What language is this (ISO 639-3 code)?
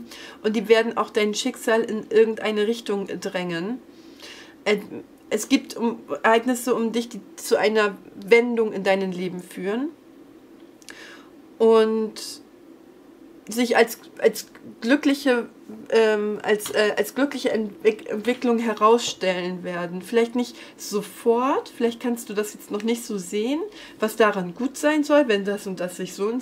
deu